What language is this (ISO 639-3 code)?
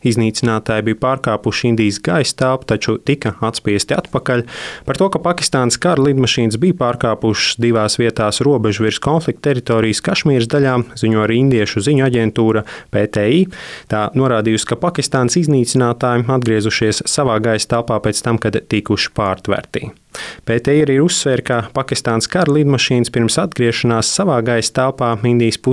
lav